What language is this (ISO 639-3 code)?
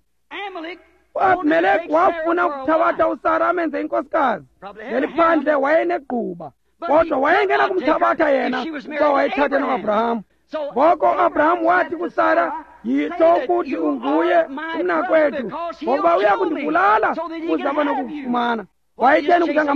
xho